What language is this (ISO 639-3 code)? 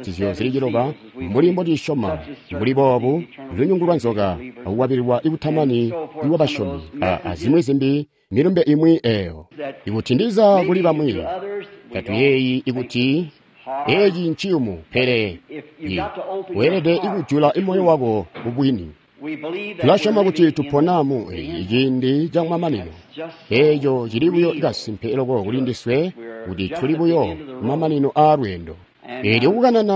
toi